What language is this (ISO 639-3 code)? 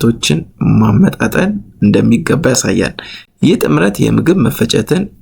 amh